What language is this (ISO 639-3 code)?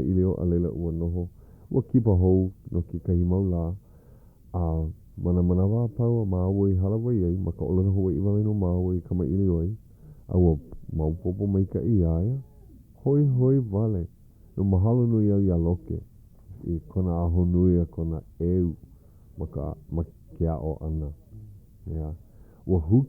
haw